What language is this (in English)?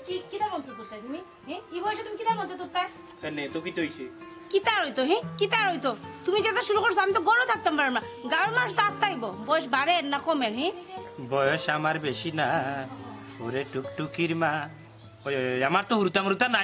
Sylheti